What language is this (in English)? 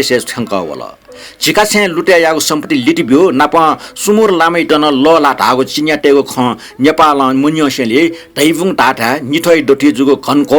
Newari